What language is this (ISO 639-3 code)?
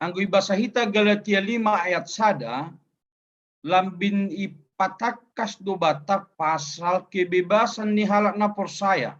bts